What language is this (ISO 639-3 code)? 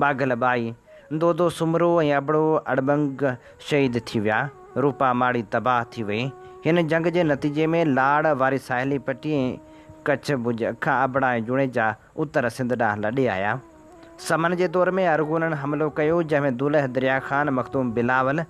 snd